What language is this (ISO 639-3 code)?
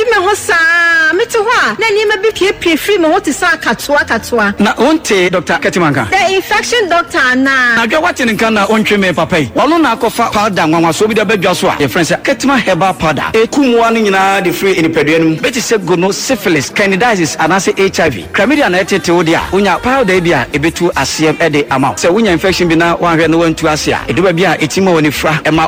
aka